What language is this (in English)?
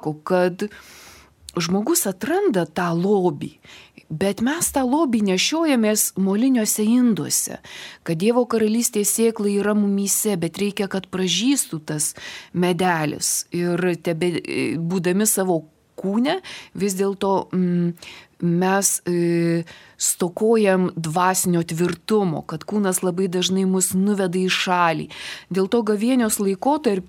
Lithuanian